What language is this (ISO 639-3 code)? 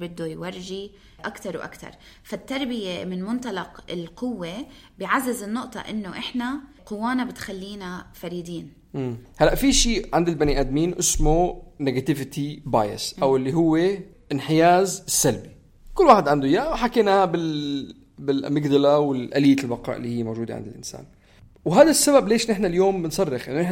apc